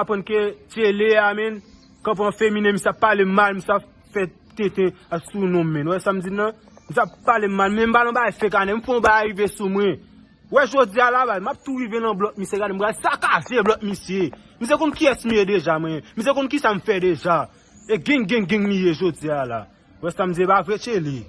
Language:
Haitian Creole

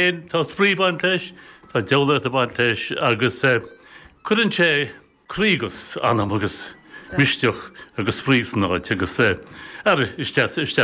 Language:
Irish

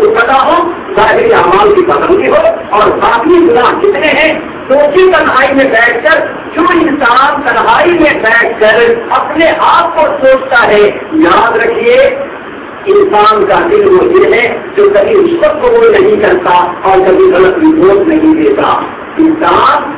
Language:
Urdu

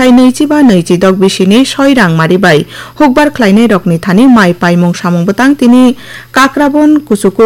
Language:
Kok Borok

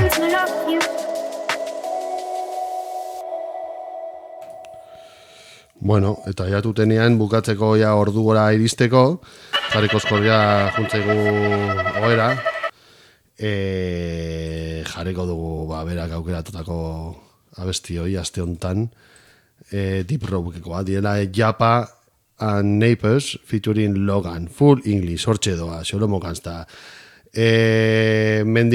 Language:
Basque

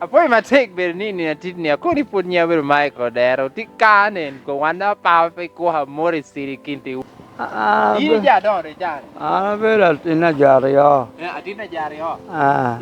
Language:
Lango (Uganda)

